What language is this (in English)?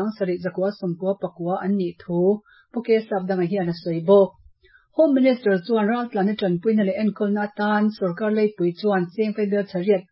Mizo